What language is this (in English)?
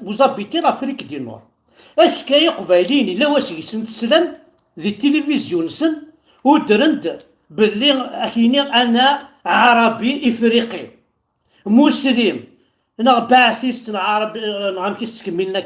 Kabyle